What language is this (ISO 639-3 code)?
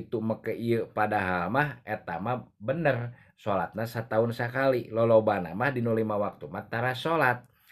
sun